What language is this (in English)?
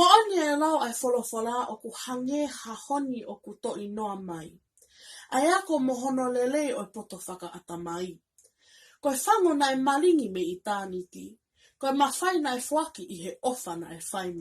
Tongan